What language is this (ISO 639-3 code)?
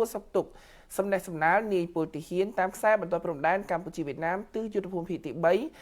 khm